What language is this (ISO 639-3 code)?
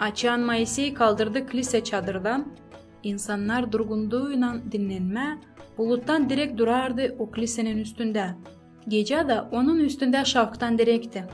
gag